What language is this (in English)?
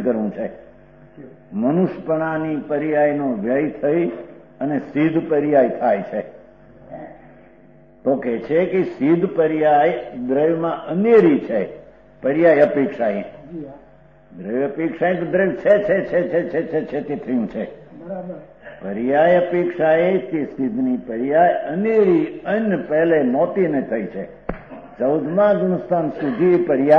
Gujarati